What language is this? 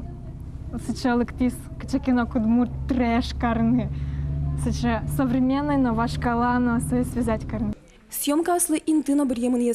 Udmurt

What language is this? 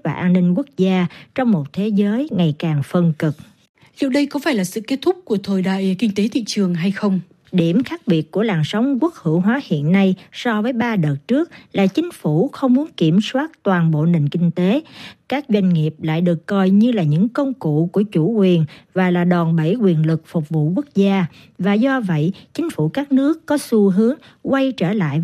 Vietnamese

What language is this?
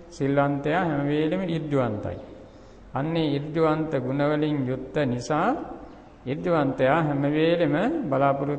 Sinhala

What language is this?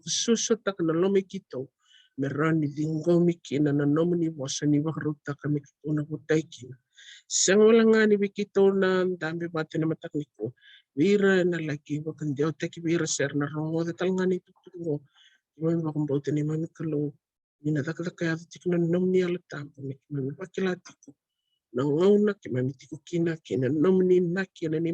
Fijian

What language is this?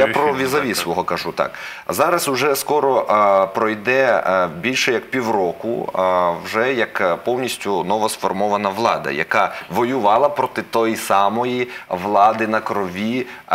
Ukrainian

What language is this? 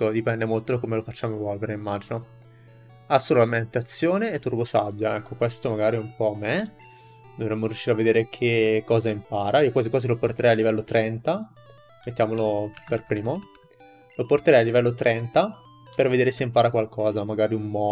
Italian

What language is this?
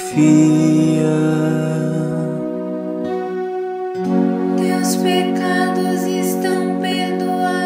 Portuguese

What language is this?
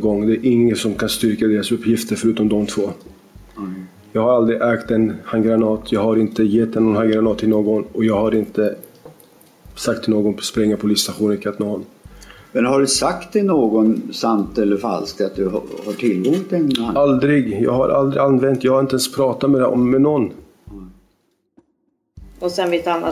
Swedish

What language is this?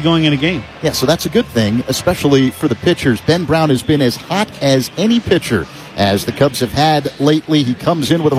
English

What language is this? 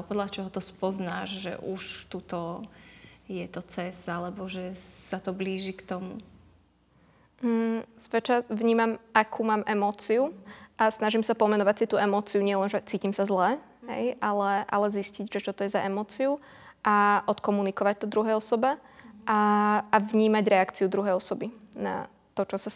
Slovak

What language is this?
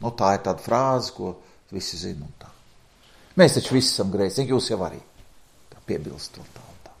Latvian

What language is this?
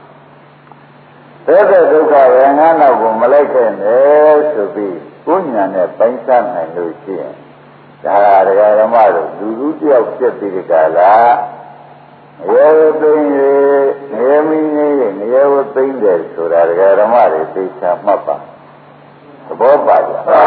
Burmese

